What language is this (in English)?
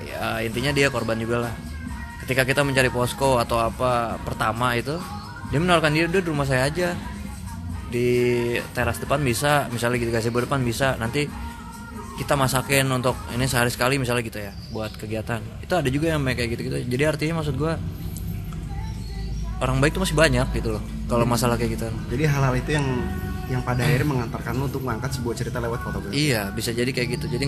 Indonesian